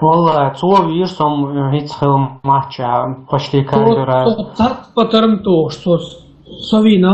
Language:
Chechen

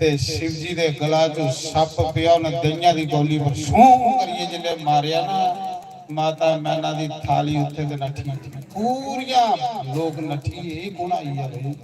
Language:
Dogri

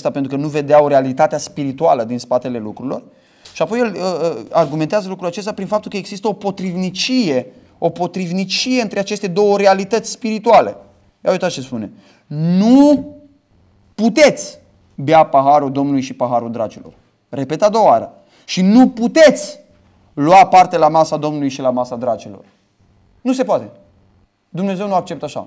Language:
Romanian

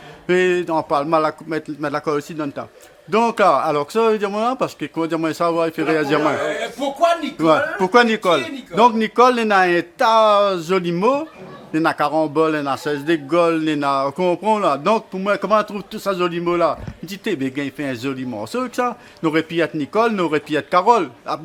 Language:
Réunion Creole French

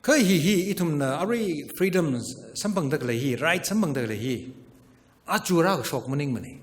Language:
Tangkhul Naga (India)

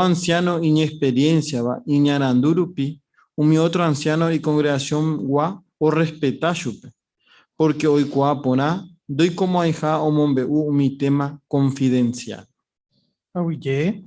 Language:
Guarani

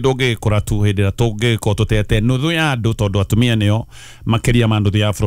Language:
Kikuyu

